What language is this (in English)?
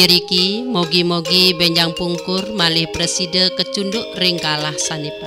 Balinese